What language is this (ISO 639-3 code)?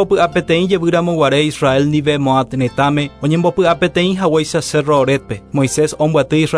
grn